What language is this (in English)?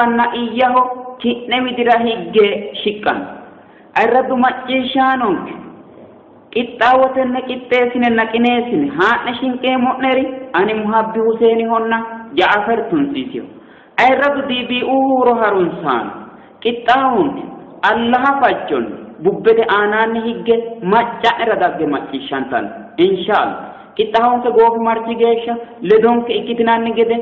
Sidamo